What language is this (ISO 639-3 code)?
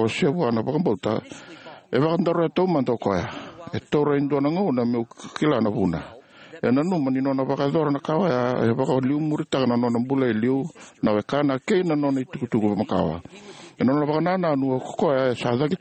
fij